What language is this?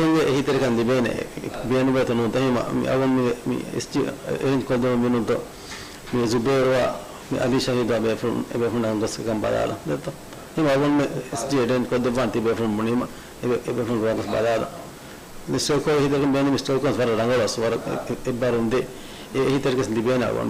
Divehi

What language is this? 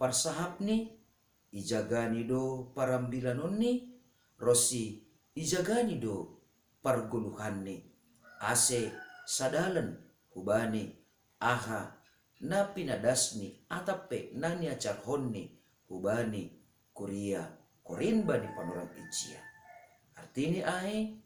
Batak Simalungun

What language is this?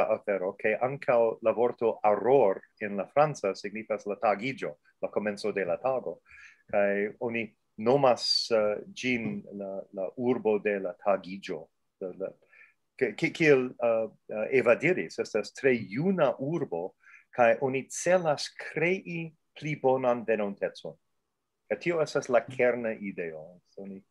Esperanto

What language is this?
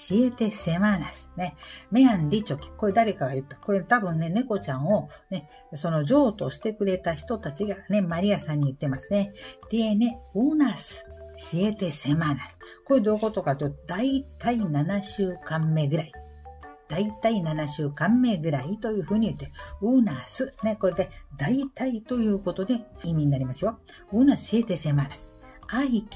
Japanese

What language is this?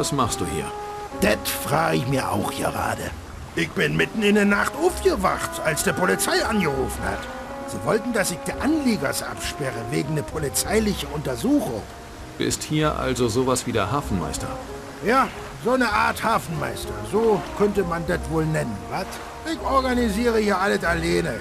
Bavarian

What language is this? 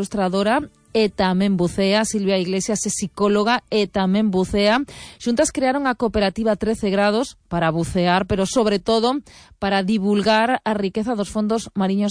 Galician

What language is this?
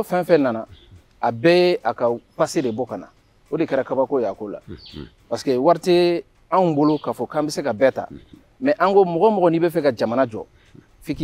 Bambara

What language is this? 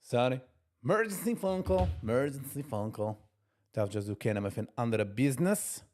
Yiddish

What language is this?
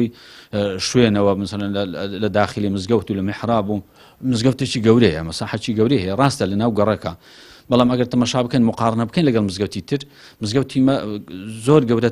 Central Kurdish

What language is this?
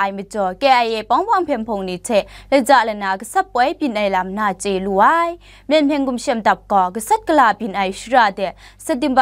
Kachin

